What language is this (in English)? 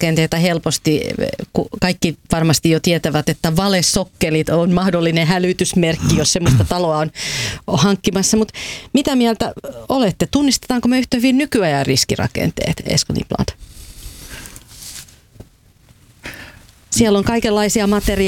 Finnish